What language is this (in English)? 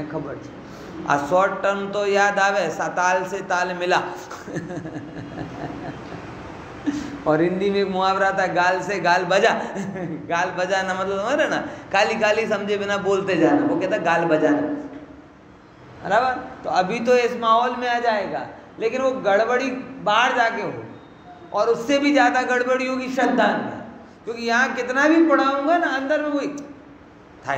Hindi